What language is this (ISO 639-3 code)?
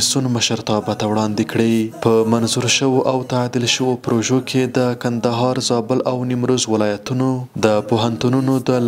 pus